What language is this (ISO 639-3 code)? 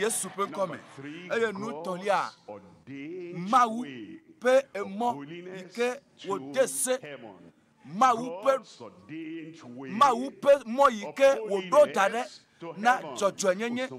ewe